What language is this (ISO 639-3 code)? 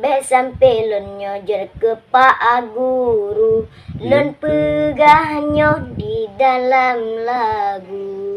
ace